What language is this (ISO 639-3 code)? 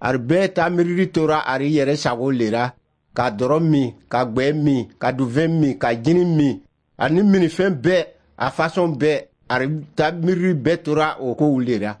dyu